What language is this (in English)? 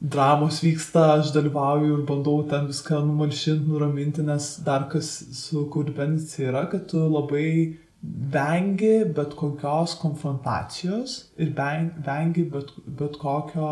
Lithuanian